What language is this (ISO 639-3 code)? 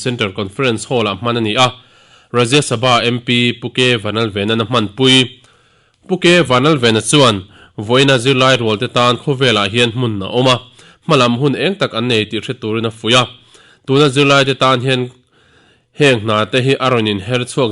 lus